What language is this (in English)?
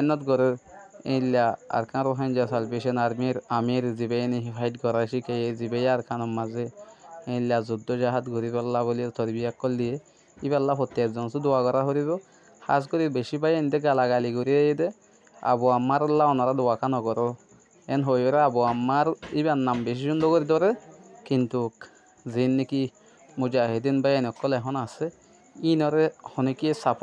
Rohingya